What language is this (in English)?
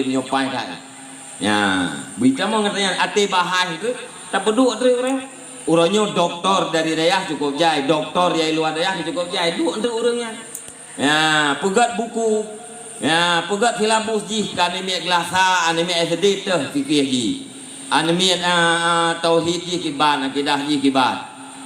Achinese